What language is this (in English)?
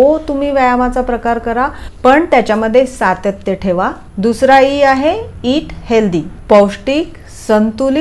Marathi